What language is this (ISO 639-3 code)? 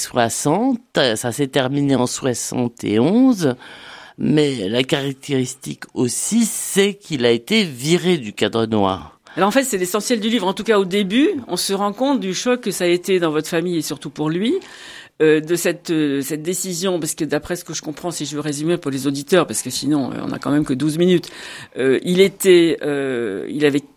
fra